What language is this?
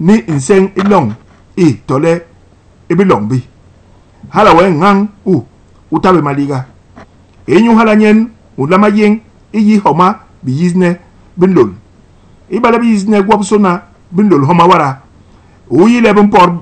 Basaa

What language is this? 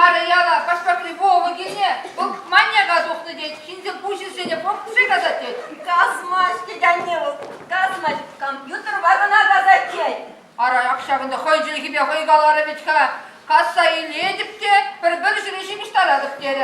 Chuvash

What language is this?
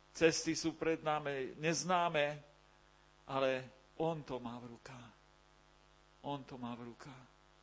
Slovak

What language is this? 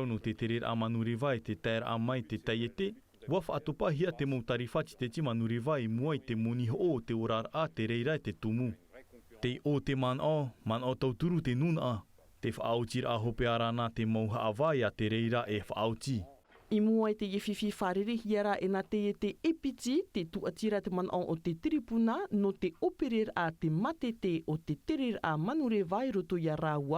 Tahitian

